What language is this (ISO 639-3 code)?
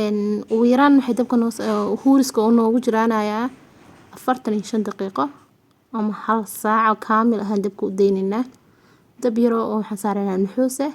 som